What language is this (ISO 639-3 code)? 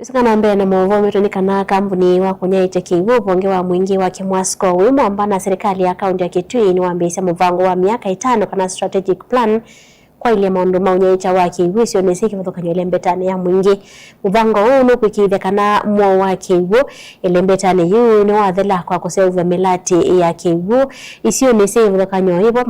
kam